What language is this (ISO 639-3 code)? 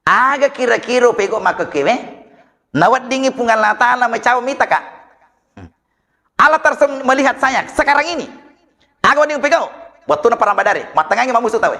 bug